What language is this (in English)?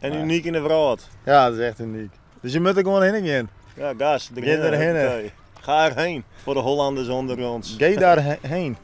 Western Frisian